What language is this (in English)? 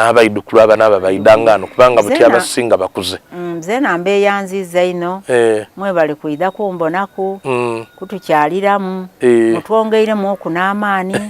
Soga